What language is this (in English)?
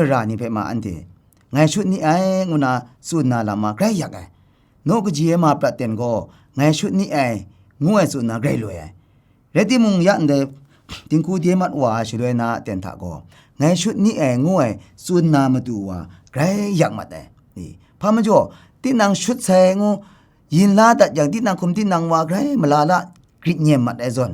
Kachin